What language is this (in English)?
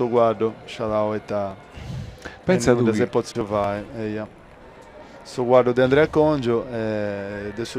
Sardinian